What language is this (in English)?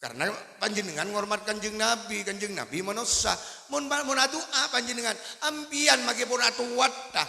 Madurese